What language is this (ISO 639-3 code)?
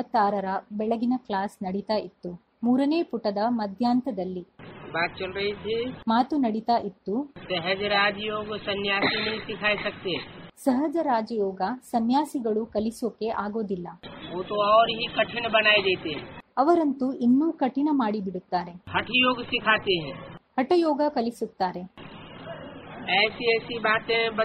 kan